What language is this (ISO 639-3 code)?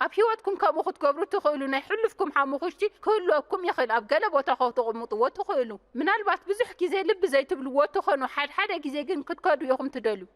tir